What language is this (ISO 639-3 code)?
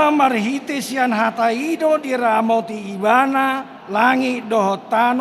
bbc